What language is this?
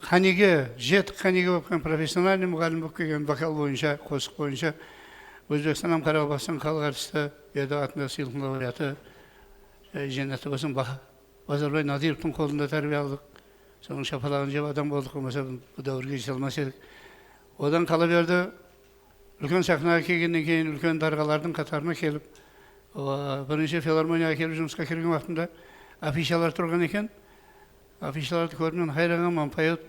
Kara-Kalpak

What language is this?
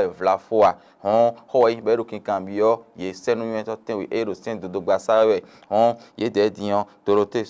Fon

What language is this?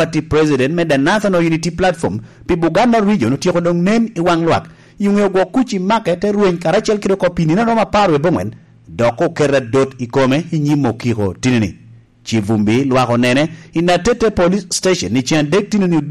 Lango (Uganda)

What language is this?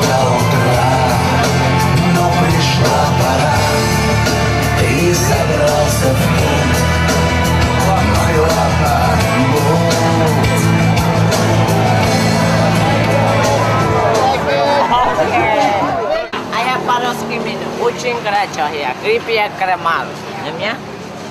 Russian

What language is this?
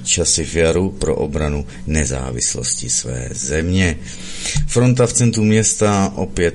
Czech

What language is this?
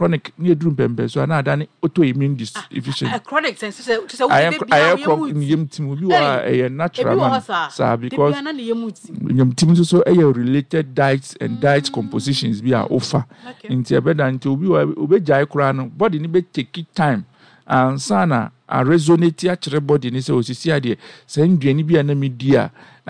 Akan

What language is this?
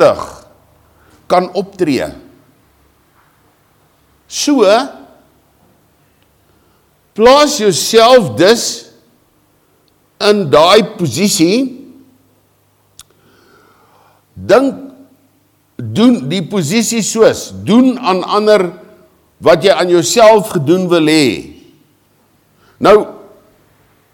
Afrikaans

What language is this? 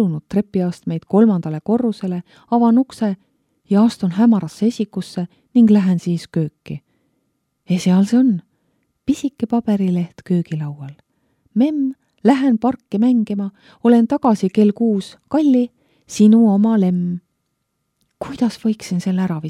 Estonian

